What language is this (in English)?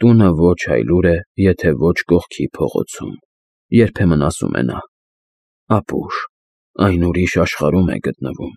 Armenian